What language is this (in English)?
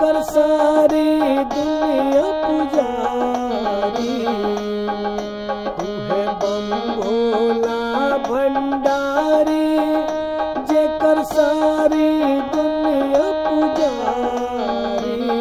Bhojpuri